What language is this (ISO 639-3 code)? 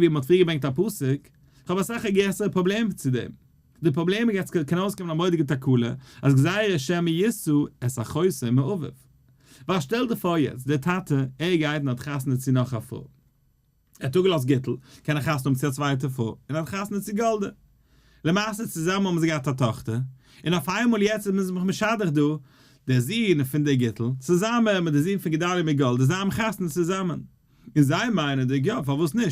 yid